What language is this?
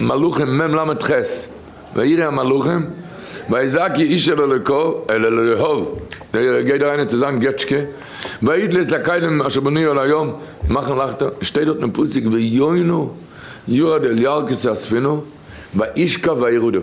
Yiddish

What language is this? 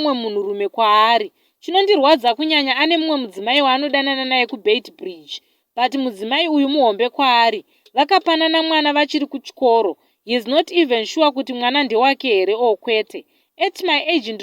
Shona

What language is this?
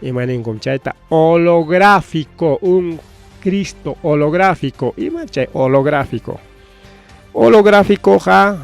Ayacucho Quechua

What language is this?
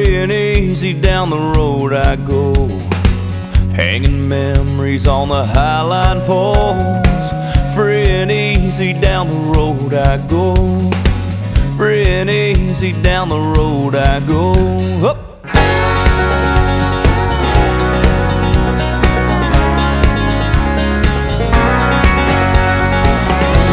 English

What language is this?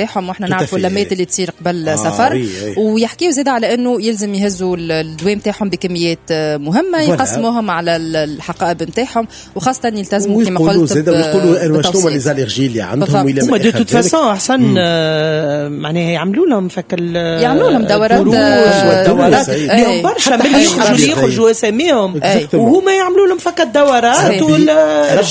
Tunisian Arabic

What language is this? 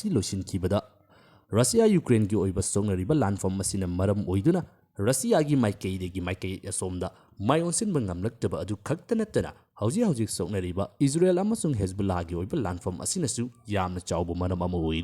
Manipuri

